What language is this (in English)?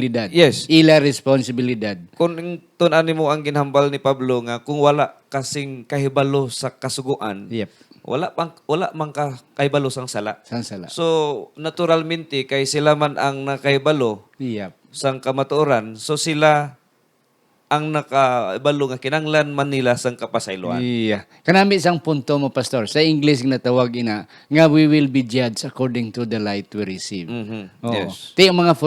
Hiligaynon